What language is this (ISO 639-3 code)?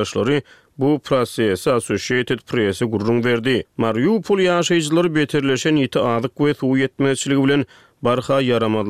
tuk